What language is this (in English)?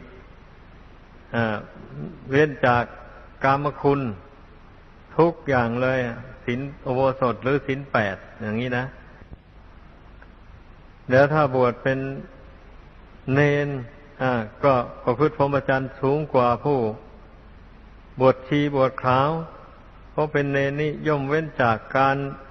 Thai